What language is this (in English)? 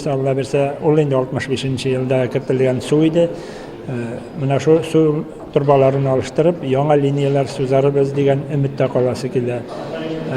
Tatar